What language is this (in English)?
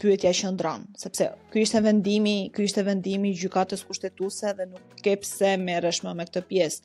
Albanian